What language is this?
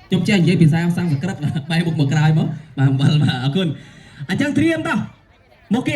Khmer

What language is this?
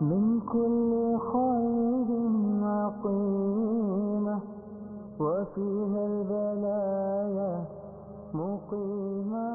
Persian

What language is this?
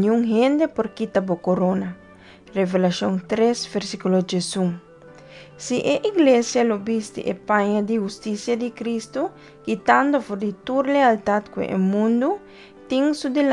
Papiamento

